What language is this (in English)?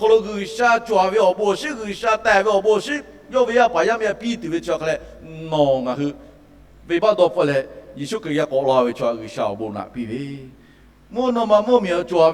Lahu